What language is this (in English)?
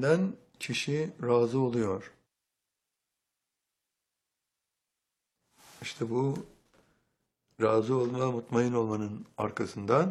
Turkish